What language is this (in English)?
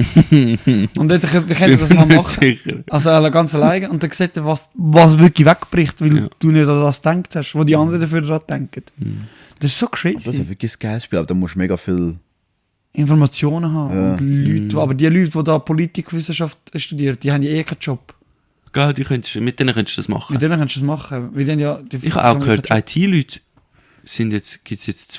Swiss German